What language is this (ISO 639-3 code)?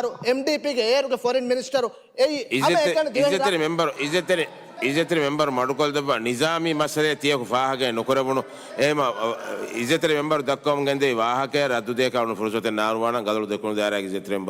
div